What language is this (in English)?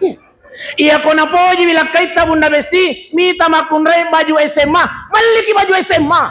Buginese